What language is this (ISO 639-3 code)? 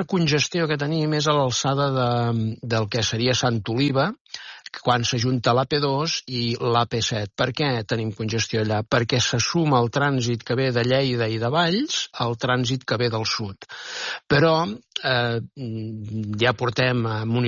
cat